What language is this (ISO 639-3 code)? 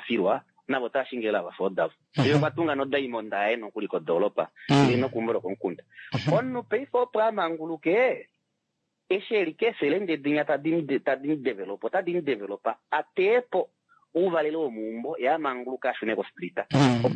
kua